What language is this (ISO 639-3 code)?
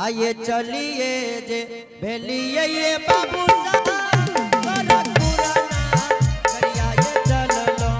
anp